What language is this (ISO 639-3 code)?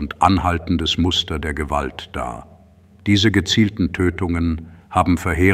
deu